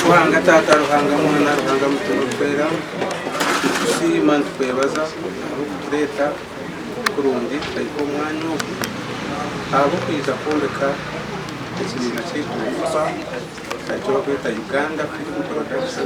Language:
Nyankole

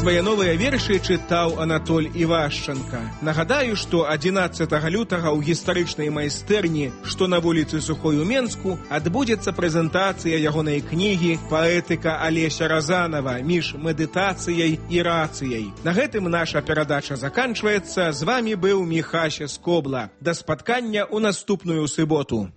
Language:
Belarusian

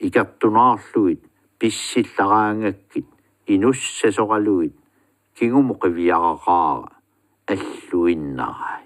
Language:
Kalaallisut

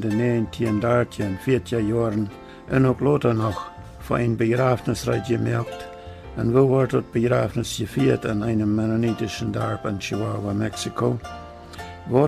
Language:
Plautdietsch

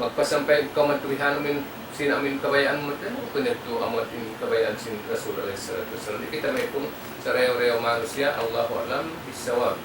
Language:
Tausug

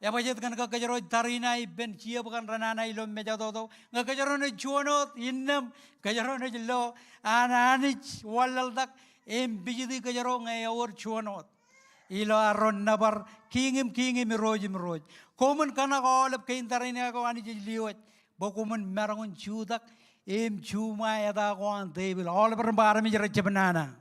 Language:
Marshallese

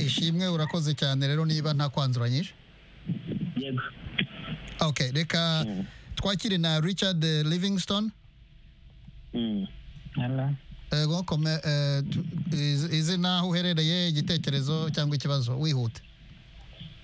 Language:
Kinyarwanda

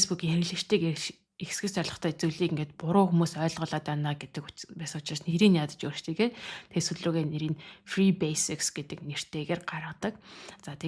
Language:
Mongolian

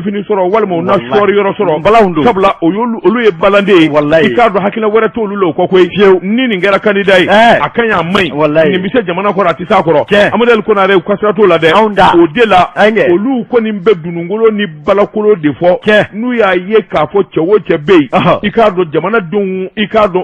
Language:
Bambara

